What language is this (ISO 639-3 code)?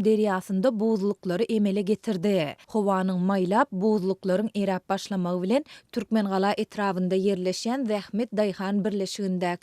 tuk